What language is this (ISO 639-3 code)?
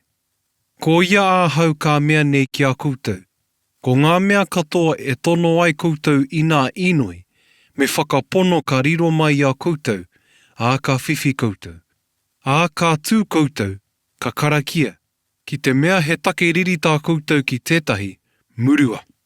mri